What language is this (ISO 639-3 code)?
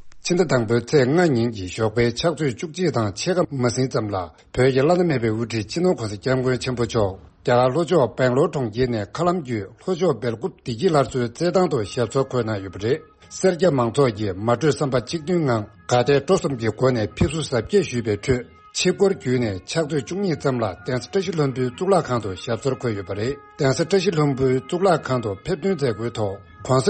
bod